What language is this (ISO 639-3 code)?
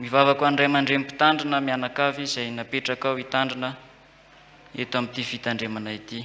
mlg